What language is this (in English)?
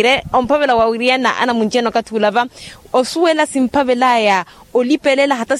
Makhuwa